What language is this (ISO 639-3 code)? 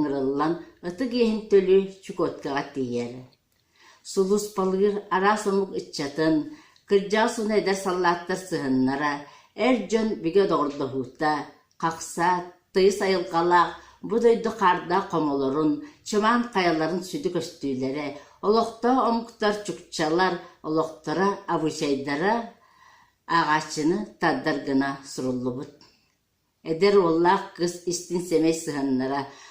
sah